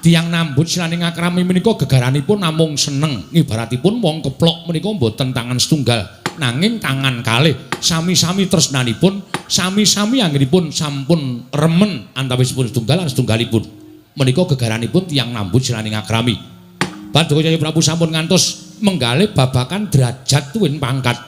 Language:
Javanese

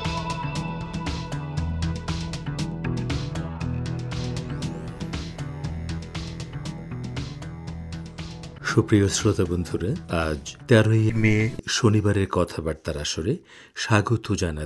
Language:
Bangla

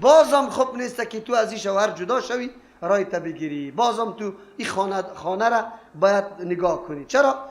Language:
Persian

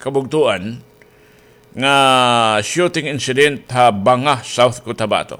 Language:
Waray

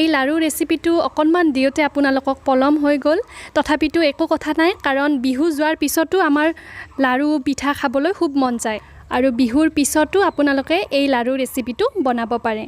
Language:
Assamese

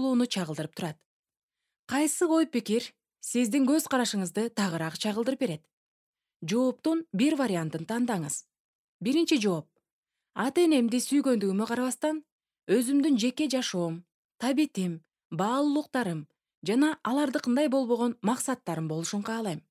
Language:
Kyrgyz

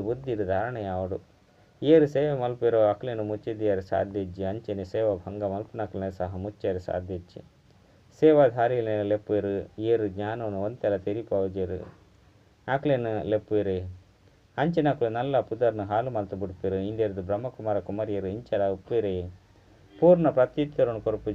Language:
Tulu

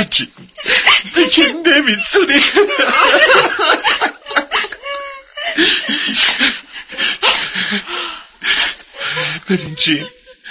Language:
Persian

